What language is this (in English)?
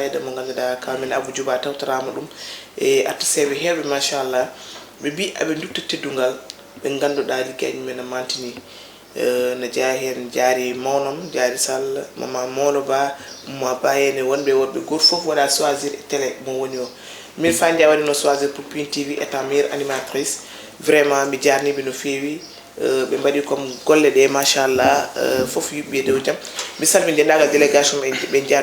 Fula